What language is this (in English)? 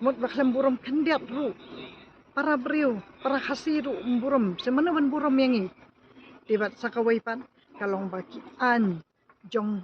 Khasi